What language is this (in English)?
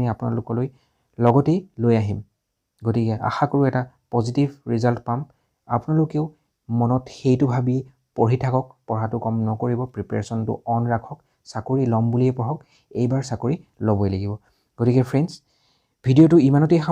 Assamese